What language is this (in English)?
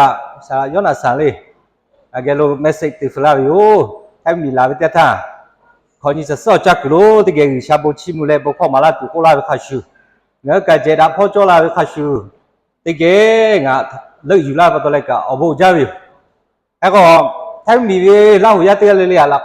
Lahu